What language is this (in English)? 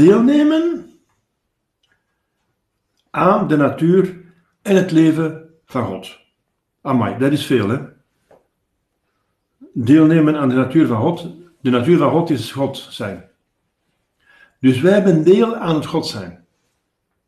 Dutch